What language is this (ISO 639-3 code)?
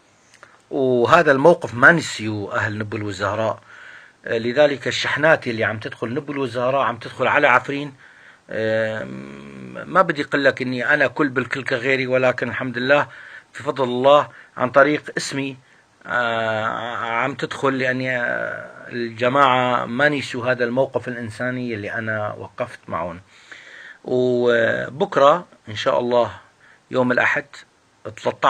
apc